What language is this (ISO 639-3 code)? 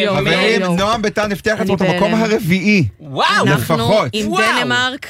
heb